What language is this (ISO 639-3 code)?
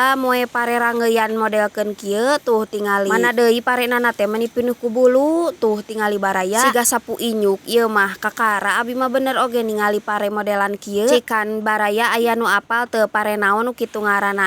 sun